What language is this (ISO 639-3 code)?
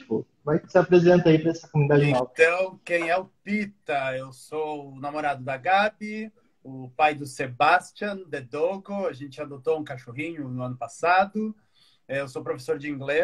por